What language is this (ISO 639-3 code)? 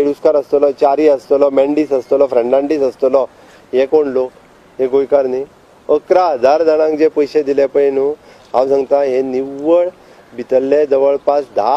kok